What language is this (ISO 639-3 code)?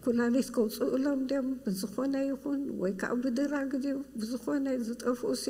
tir